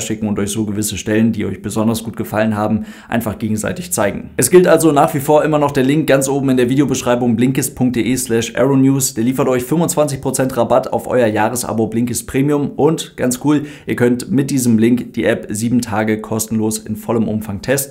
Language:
German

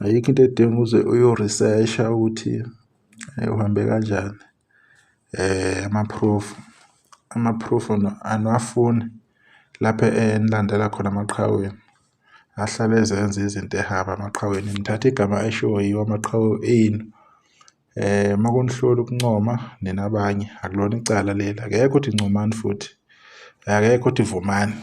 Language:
Zulu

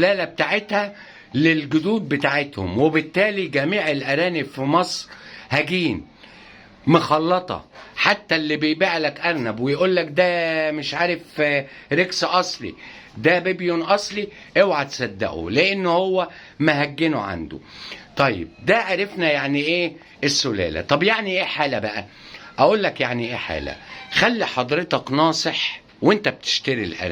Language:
Egyptian Arabic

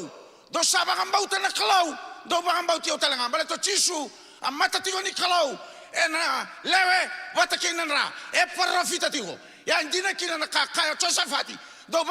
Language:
Fijian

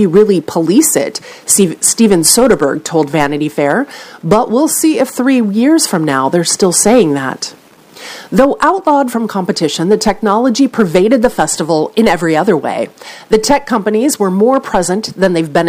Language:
English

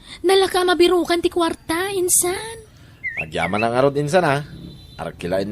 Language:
Iloko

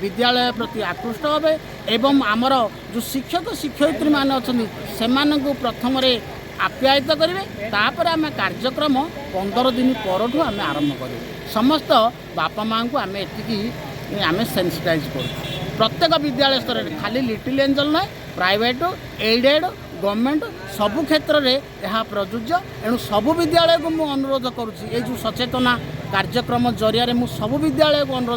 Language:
Odia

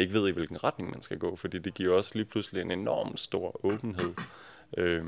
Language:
Danish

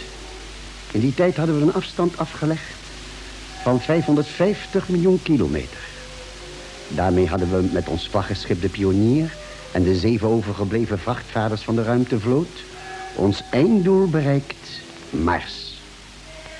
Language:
Dutch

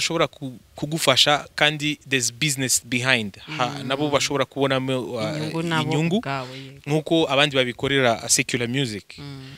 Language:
Kinyarwanda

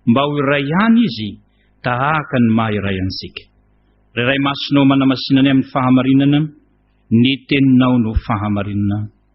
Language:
Malagasy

